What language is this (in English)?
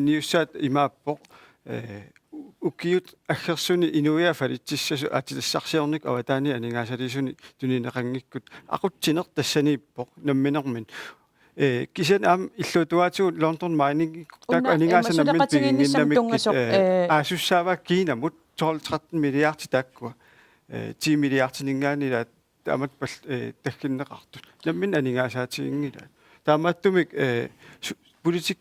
Kalaallisut